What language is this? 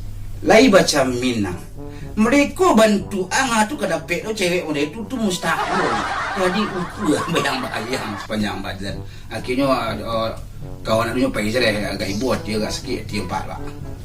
Minangkabau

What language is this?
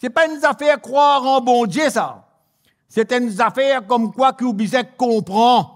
Morisyen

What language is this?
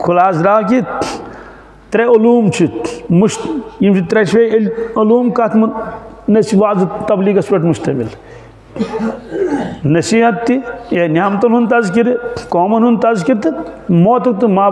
Kashmiri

